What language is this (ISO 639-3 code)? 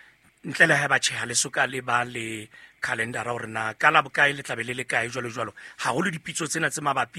sot